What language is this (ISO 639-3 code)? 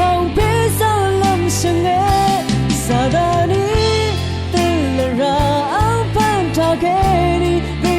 raw